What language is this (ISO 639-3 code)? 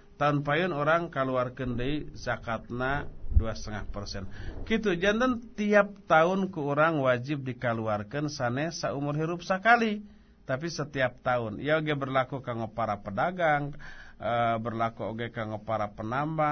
sun